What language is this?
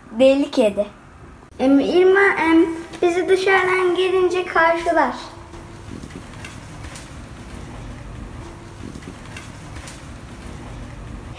Turkish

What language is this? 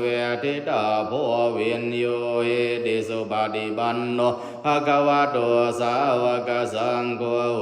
Pali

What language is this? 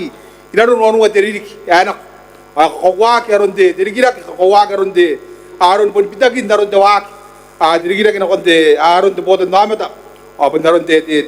Gilbertese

